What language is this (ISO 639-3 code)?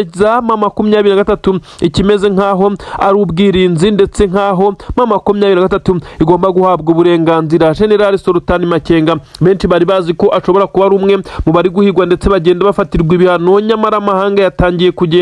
kin